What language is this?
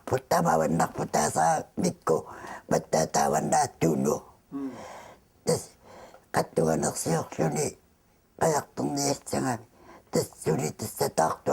Kalaallisut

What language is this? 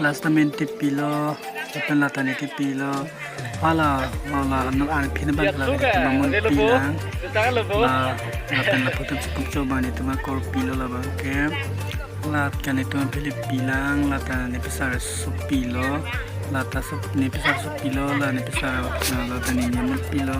Karbi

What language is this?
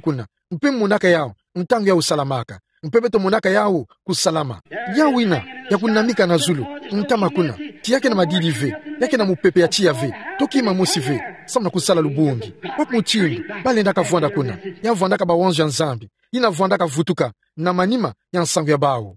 Kituba (Democratic Republic of Congo)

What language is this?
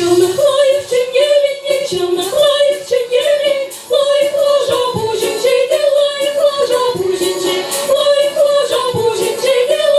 Chuvash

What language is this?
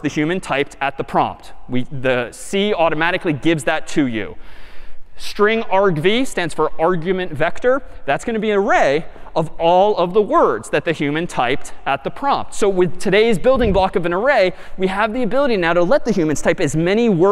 English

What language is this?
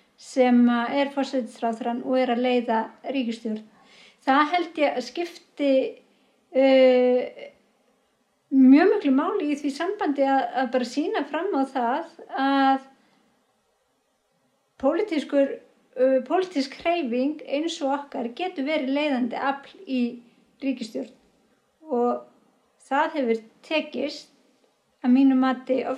Icelandic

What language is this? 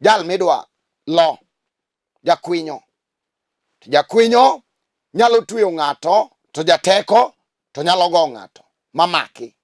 Luo (Kenya and Tanzania)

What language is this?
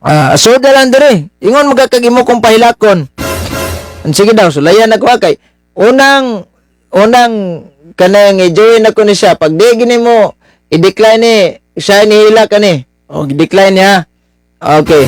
Cebuano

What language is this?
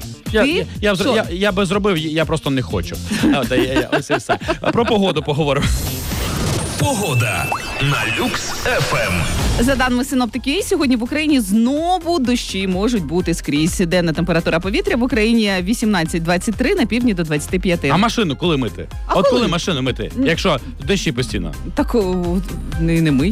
Ukrainian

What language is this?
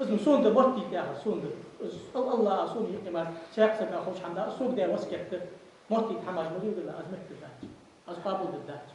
Ingush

